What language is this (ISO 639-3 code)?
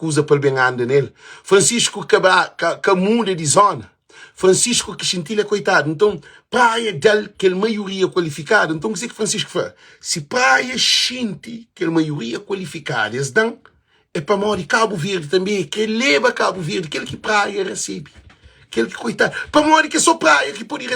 kea